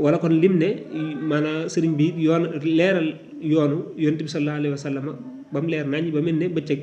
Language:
Wolof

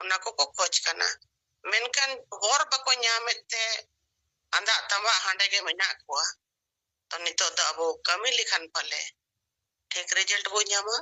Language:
Santali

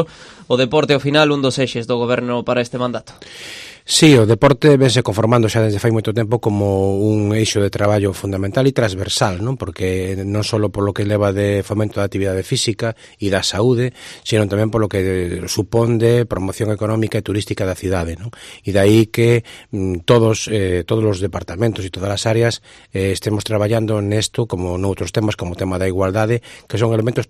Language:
Galician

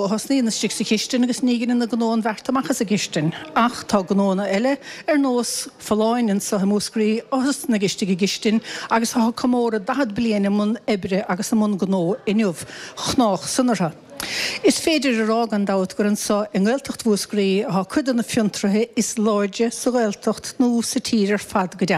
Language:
Irish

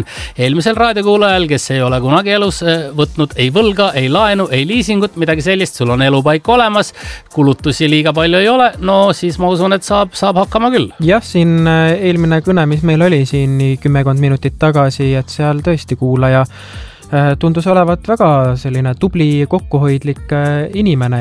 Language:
Estonian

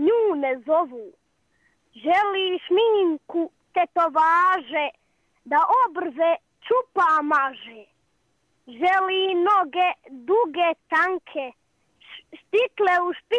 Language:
Serbian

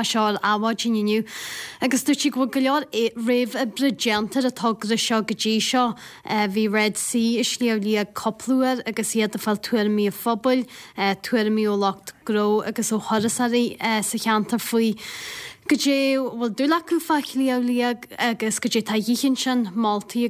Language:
Irish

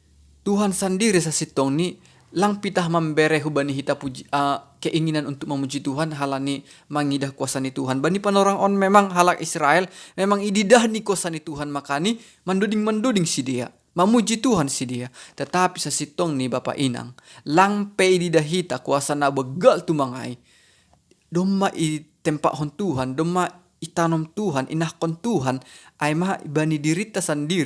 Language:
Batak Simalungun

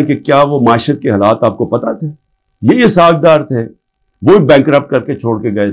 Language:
Urdu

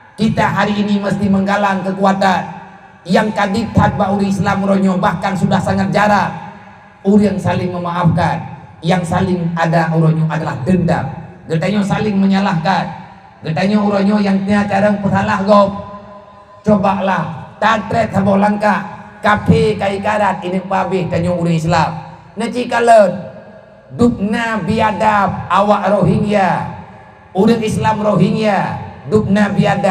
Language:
Achinese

